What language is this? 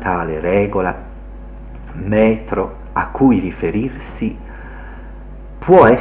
Italian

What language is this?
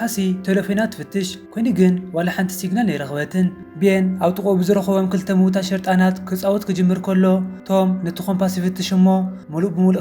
Tigrinya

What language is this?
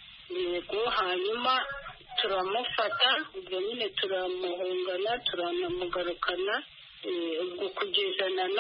Kinyarwanda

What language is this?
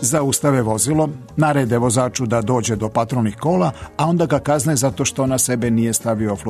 Serbian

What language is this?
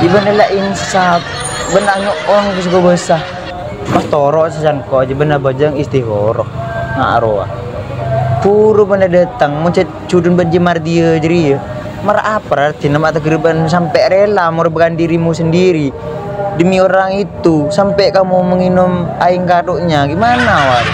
Madurese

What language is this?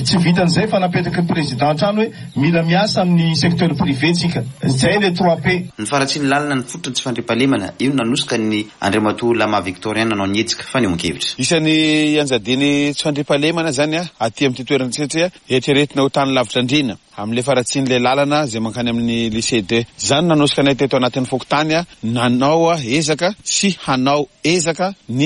Malagasy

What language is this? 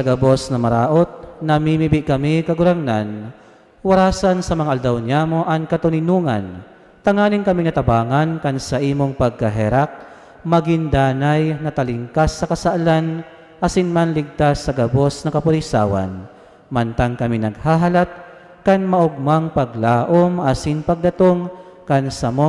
Bikol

